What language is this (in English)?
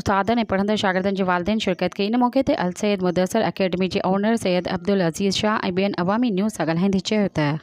Sindhi